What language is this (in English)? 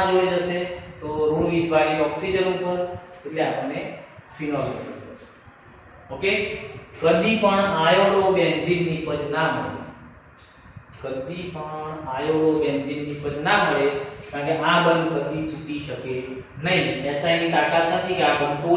Gujarati